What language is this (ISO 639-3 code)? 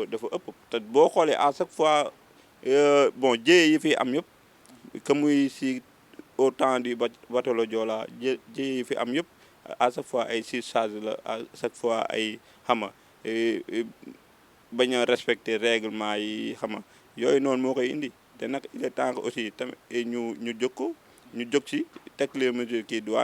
wol